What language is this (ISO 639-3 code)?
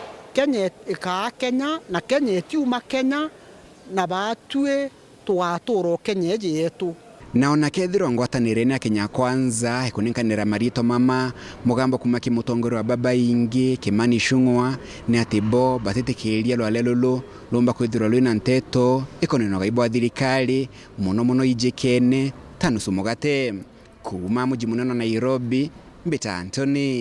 mer